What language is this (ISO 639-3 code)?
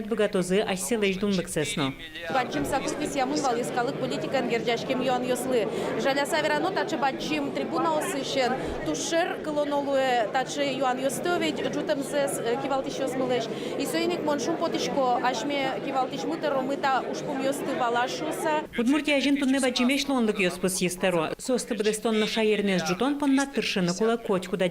udm